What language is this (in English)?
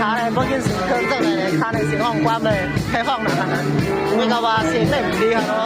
Shan